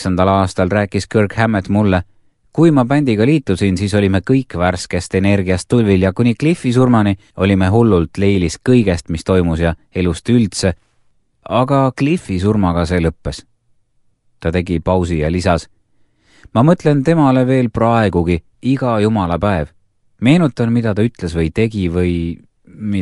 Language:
Estonian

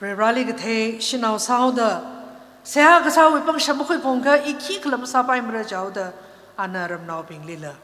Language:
Tangkhul Naga (India)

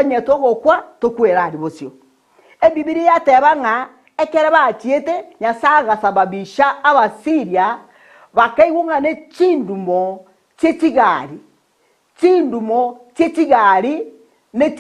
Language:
Gusii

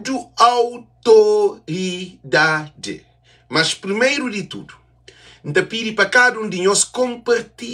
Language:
Kabuverdianu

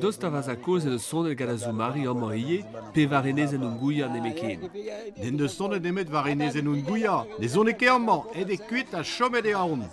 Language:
Breton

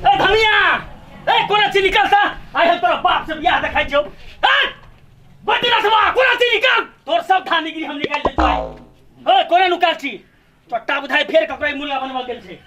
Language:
Maithili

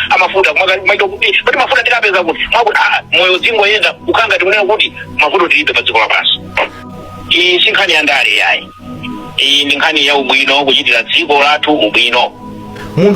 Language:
Nyanja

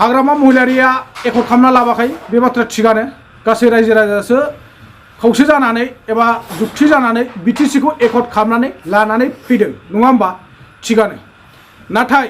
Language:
Bodo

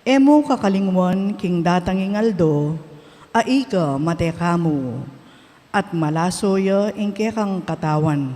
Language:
Pampanga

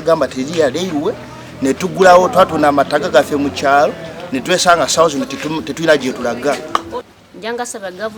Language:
Nyankole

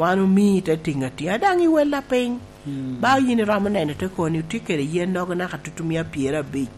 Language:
Lango (Uganda)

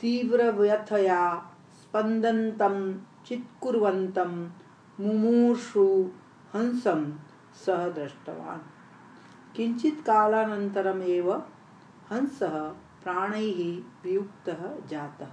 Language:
Sanskrit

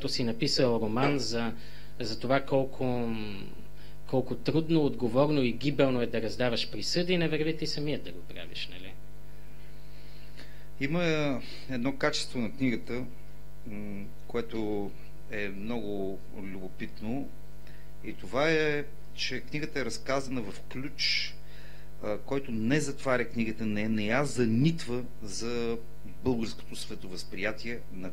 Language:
Bulgarian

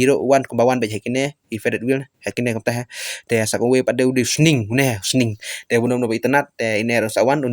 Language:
Khasi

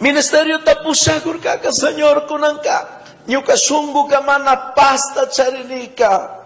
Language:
Chimborazo Highland Quichua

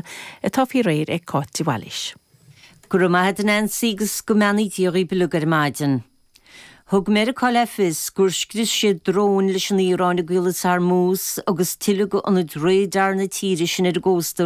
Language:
Irish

